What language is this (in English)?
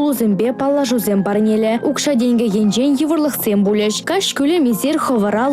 Chuvash